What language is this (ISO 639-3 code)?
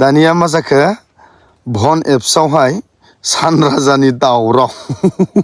brx